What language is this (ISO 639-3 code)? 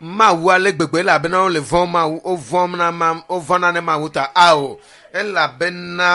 ewe